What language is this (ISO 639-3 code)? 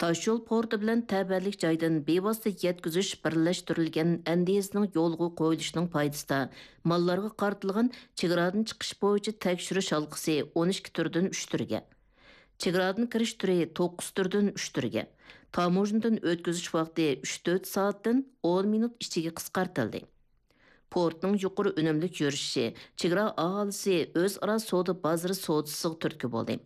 uig